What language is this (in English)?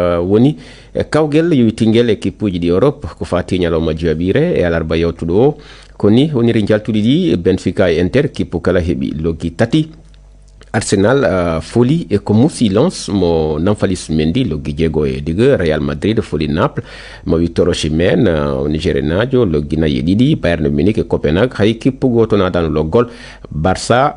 Fula